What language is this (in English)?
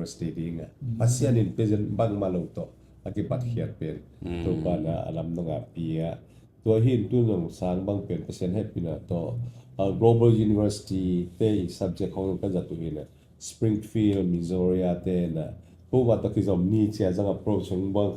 Tedim Chin